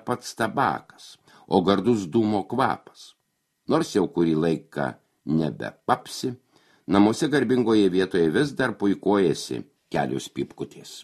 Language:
Lithuanian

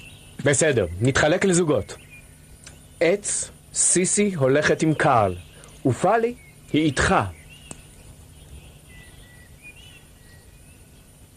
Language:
Hebrew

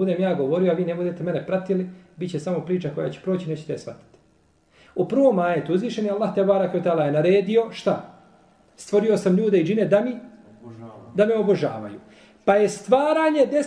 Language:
Bosnian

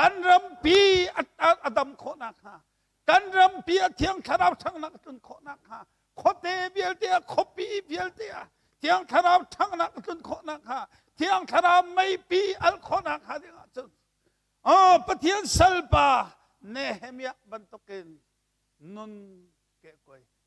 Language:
Hakha Chin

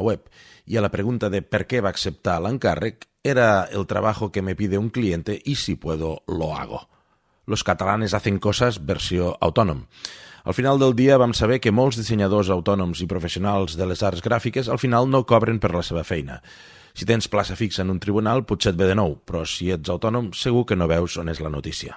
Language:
Catalan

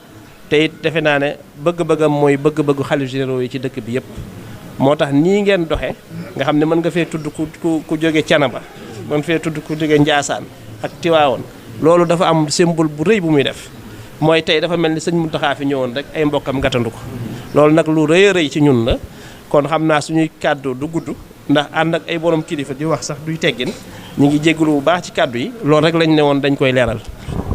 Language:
Wolof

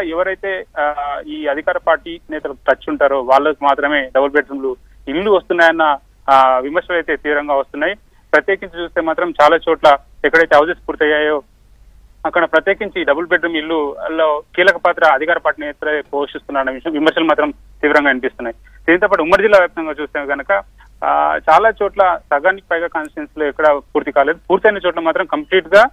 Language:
Telugu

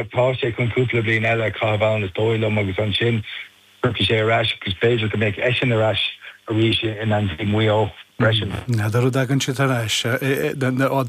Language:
Irish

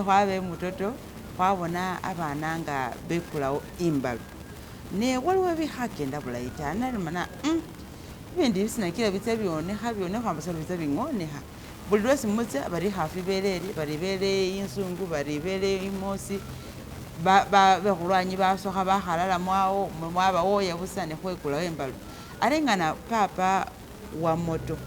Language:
Masaaba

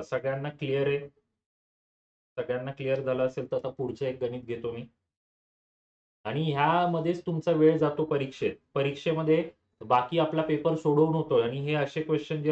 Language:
Marathi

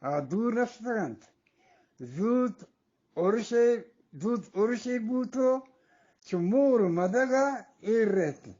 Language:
Eastern Balochi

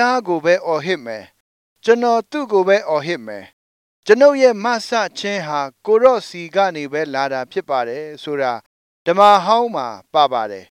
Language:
Burmese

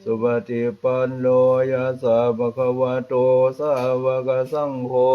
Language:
Pali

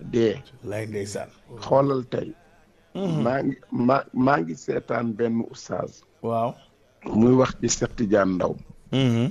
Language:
Wolof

